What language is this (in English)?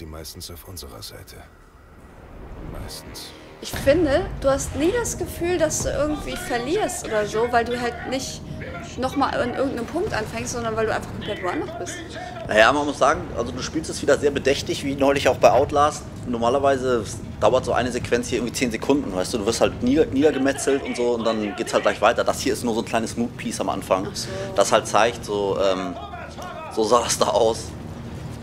German